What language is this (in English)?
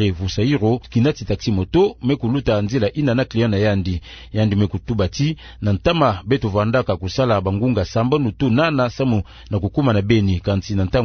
Kituba (Democratic Republic of Congo)